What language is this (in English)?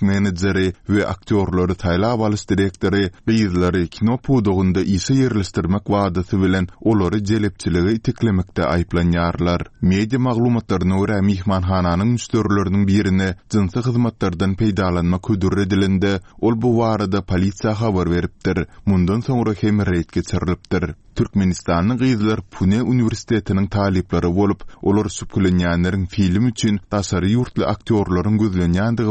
Turkmen